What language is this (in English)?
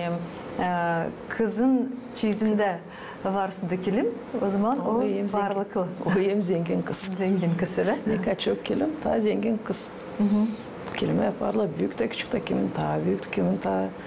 Gagauz